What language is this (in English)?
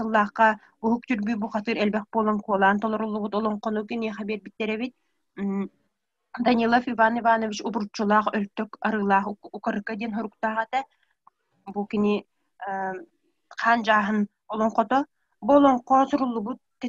Yakut